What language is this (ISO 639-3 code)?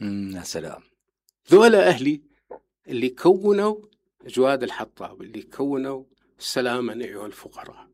acm